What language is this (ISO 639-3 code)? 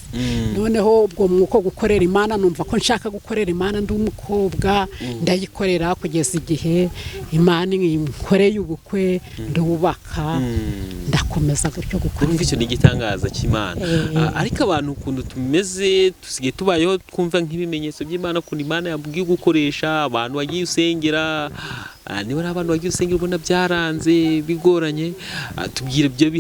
kin